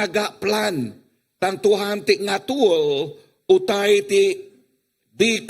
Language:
Iban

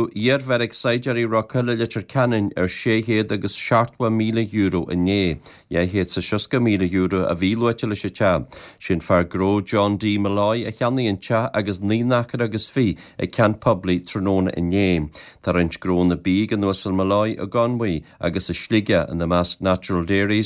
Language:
Irish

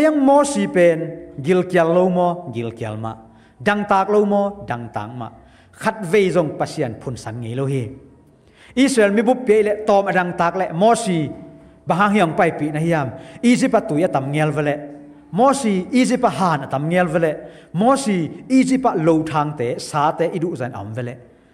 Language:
Tedim Chin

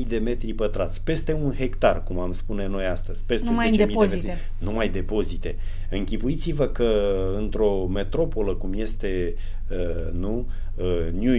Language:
Romanian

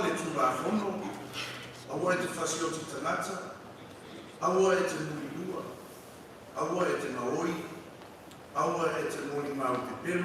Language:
Samoan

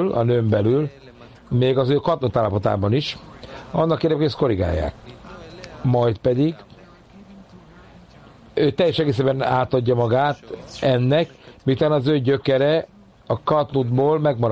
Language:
Hungarian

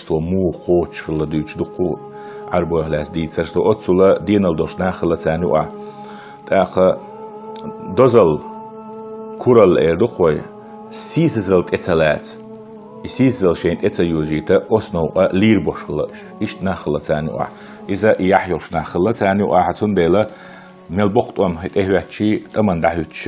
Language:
Chechen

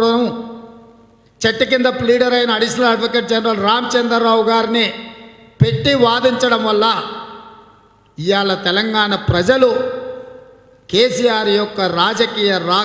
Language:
Telugu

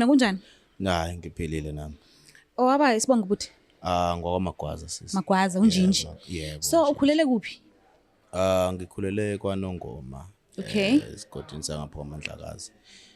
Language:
Zulu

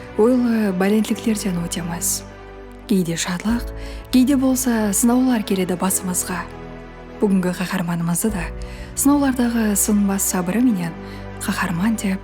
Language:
Kara-Kalpak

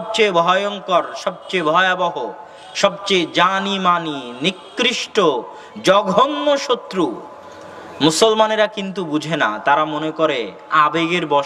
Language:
Bangla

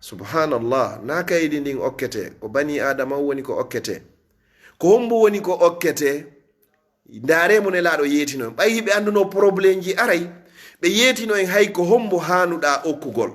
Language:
Fula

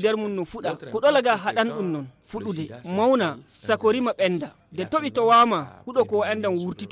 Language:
Fula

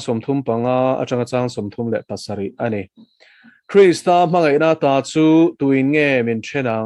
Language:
Mizo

